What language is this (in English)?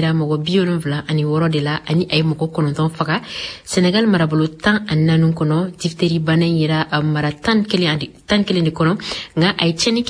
Bambara